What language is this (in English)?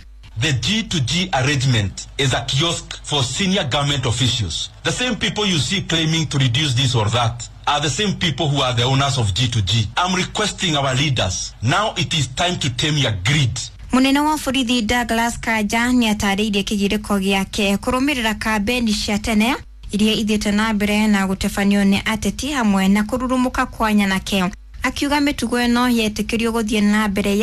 Kikuyu